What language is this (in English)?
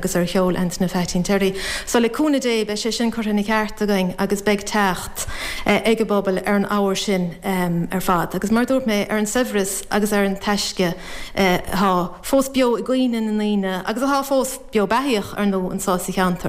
Irish